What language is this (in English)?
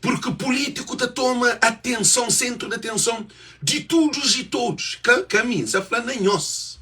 Kabuverdianu